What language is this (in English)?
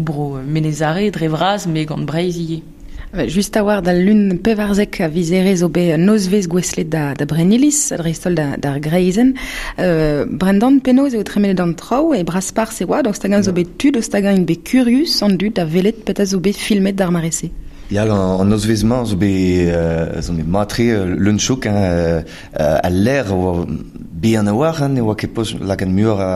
Breton